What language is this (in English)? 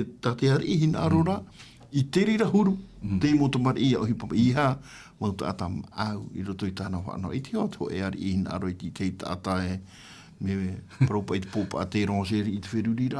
Tahitian